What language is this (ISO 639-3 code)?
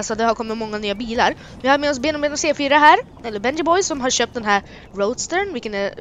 swe